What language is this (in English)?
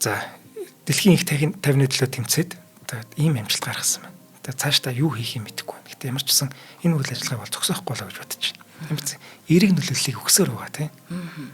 Mongolian